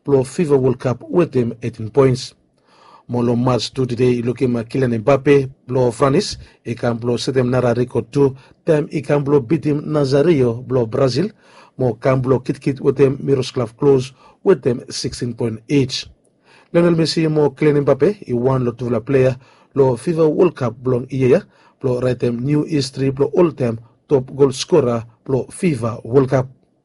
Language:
Bislama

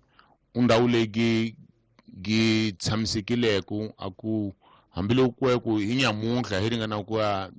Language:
Tsonga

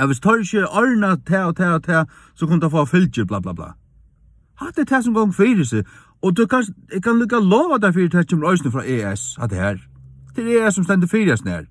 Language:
Faroese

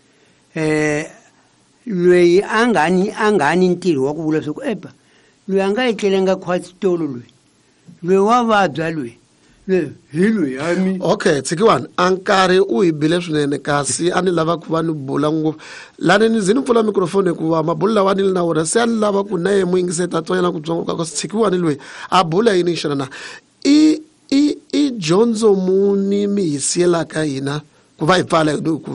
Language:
Tsonga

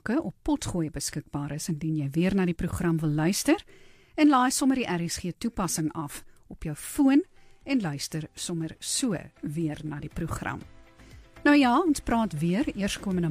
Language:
Afrikaans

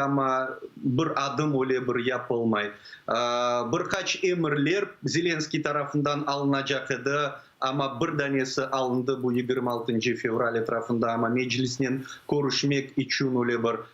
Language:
Crimean Tatar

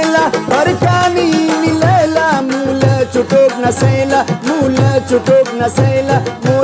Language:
Brahui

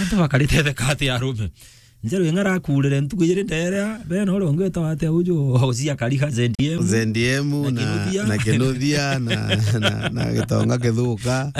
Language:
Meru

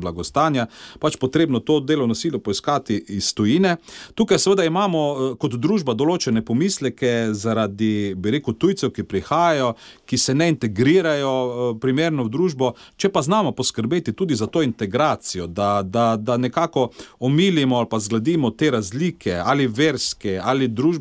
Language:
Slovenian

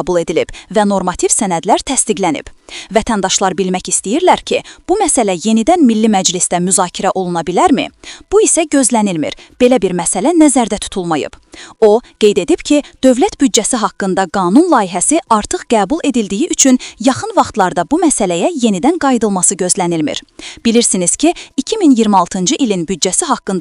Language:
Azerbaijani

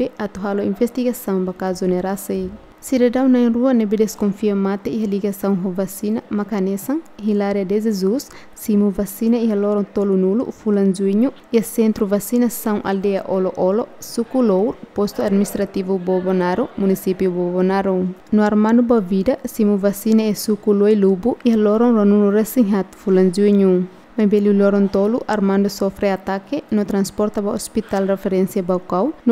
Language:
Tetum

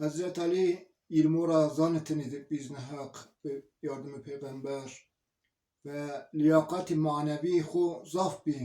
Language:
Zaza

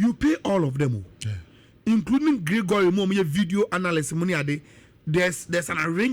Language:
Akan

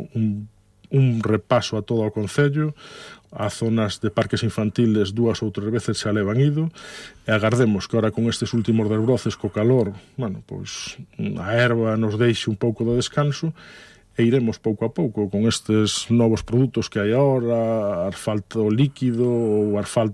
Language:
Galician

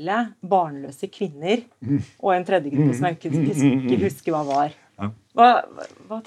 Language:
Norwegian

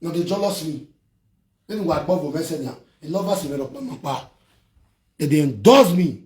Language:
Nigerian Pidgin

